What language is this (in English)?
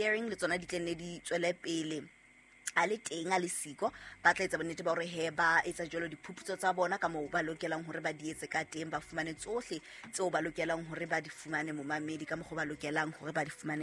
Southern Sotho